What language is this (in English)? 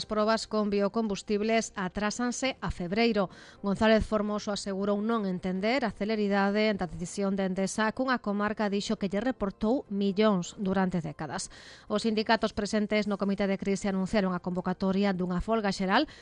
Galician